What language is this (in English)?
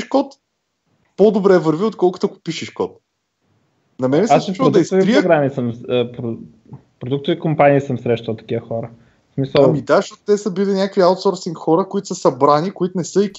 Bulgarian